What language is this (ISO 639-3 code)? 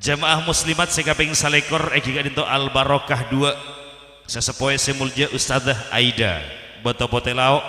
mad